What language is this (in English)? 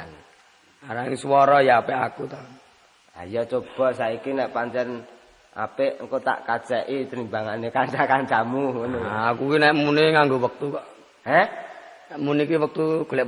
Javanese